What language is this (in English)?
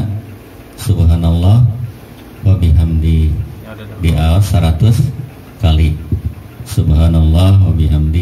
Sundanese